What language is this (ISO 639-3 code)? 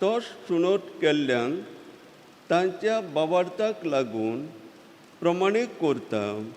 kok